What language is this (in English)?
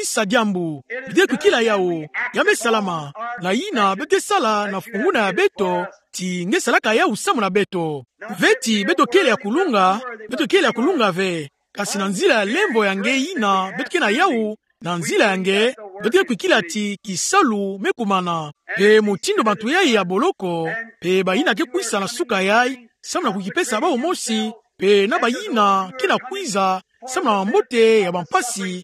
Kituba (Democratic Republic of Congo)